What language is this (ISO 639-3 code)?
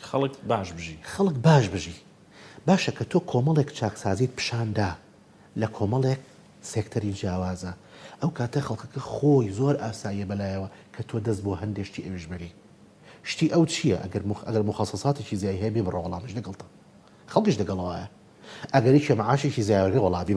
ckb